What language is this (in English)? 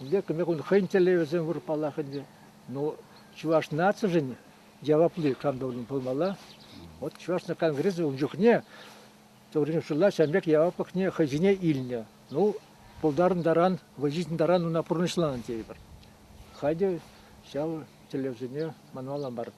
Chuvash